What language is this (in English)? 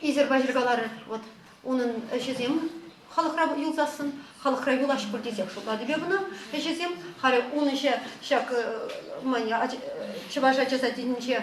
Chuvash